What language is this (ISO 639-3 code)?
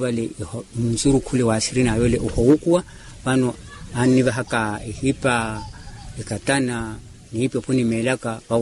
vmw